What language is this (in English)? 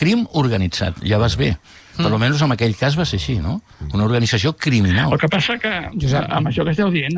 Catalan